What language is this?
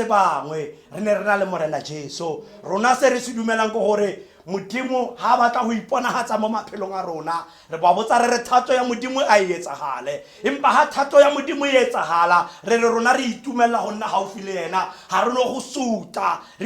Tswana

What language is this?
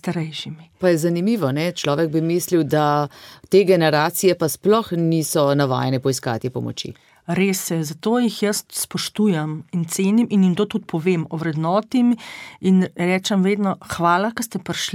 Slovenian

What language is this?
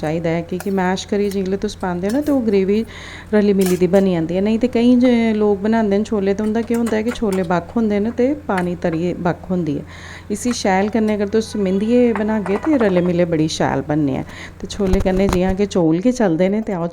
Dogri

